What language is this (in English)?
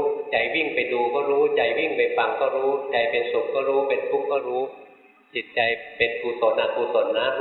Thai